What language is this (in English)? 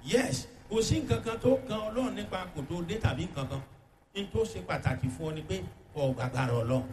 Yoruba